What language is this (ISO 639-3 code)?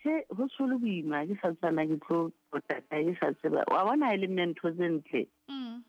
sot